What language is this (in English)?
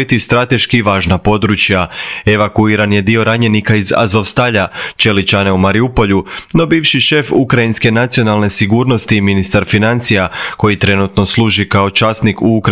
Croatian